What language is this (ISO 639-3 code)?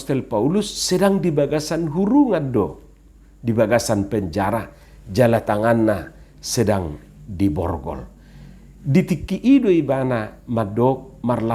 bbc